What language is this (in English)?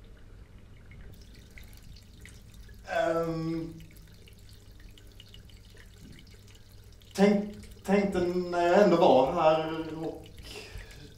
Swedish